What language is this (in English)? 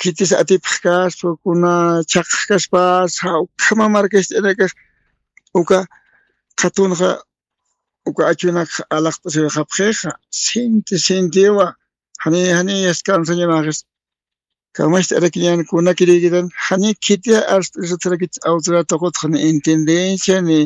Aymara